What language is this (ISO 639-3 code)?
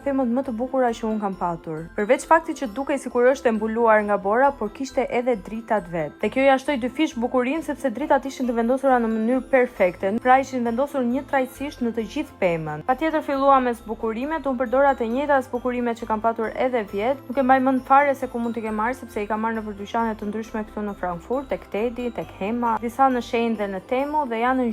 sqi